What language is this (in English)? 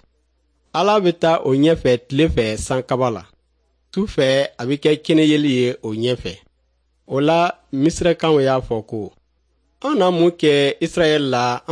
Dyula